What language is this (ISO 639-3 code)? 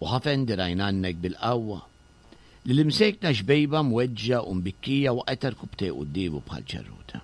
mlt